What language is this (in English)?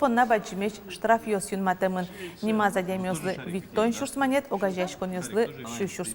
Udmurt